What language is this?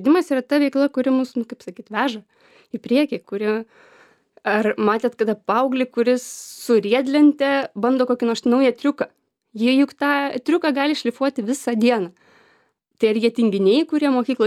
Lithuanian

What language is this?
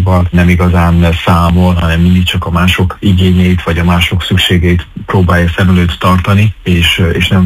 Hungarian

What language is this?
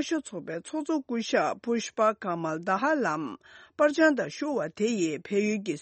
Tibetan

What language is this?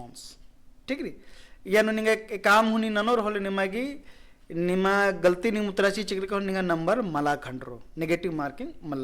Kurukh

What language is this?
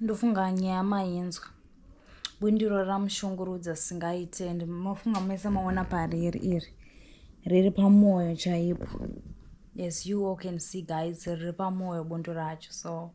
Shona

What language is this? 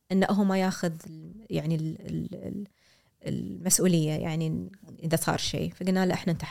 Gulf Arabic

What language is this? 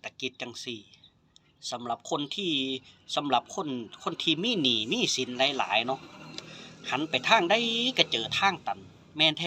Northeastern Thai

